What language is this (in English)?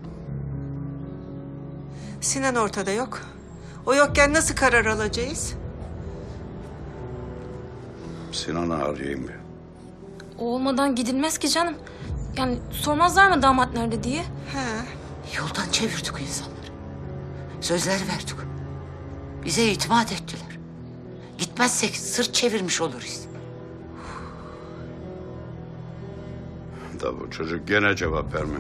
Turkish